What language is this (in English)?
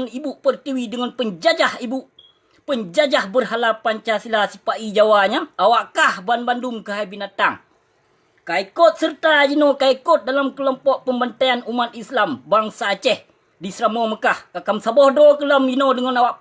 Achinese